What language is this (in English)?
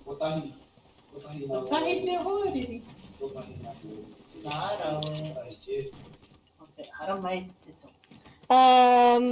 Māori